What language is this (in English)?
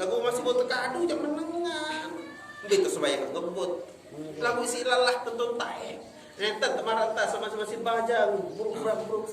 Sasak